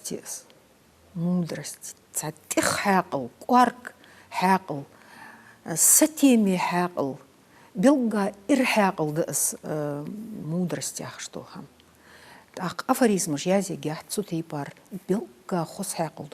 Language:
Ingush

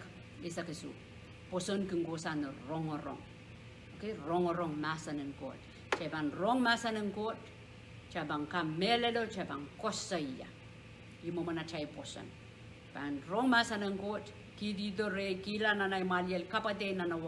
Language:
Pohnpeian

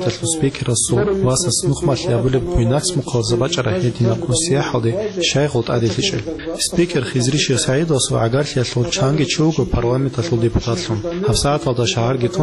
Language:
Avaric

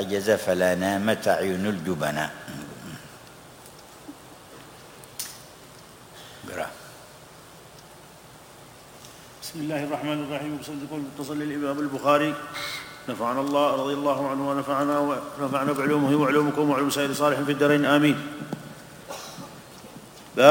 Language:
Arabic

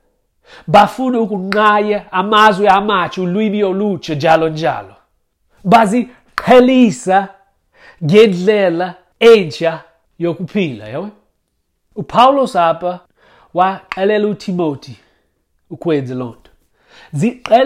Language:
Xhosa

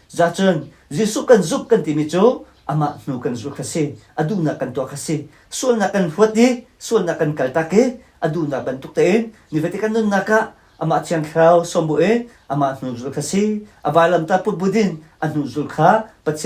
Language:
Hakha Chin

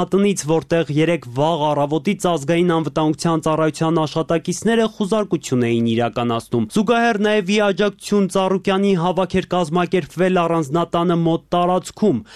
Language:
Armenian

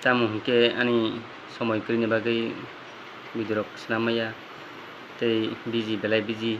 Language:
Kok Borok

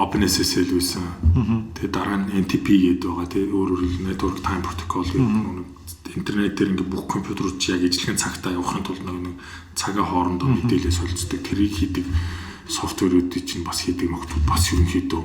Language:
Mongolian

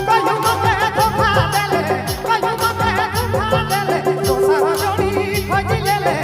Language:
Sadri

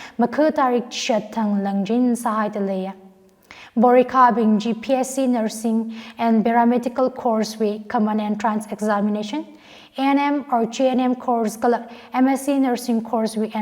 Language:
Tangkhul Naga (India)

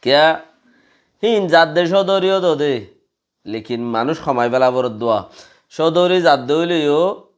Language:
Rohingya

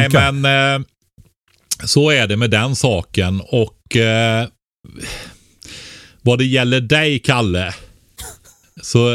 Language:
Swedish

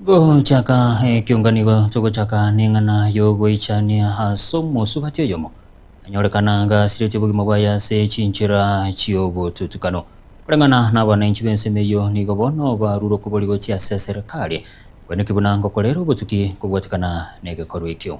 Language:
Gusii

